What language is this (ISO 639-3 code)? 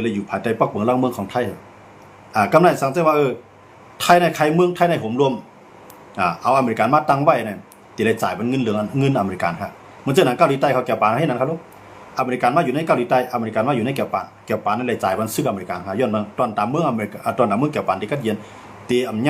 shn